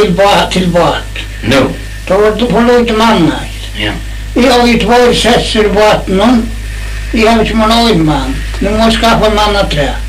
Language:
Faroese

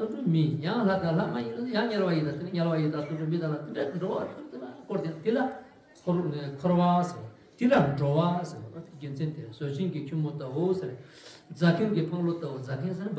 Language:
Tibetan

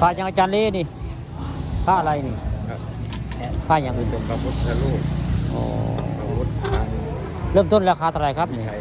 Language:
Northeastern Thai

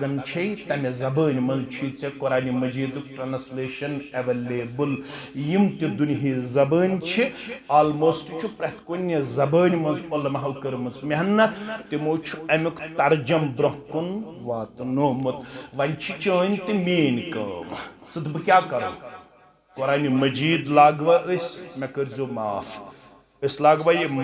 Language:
Kashmiri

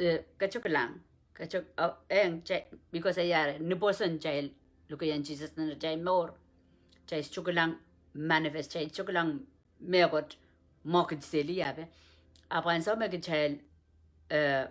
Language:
Pohnpeian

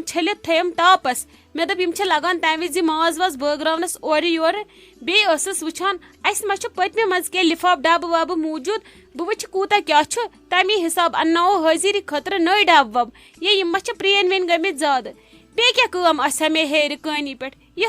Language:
Kashmiri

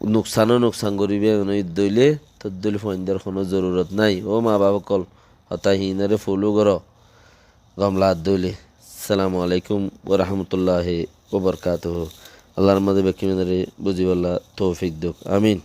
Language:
Rohingya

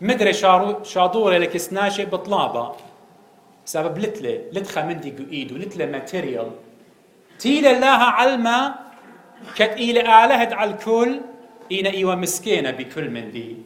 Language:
Assyrian Neo-Aramaic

